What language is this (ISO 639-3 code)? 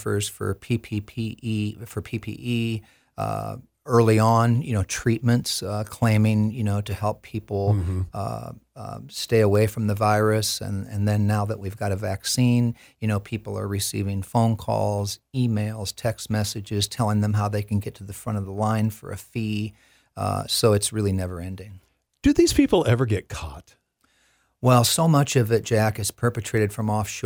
eng